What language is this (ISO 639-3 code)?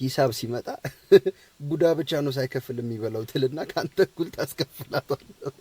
amh